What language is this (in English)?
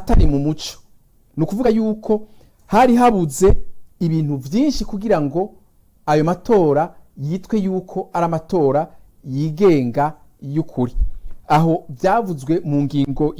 Rundi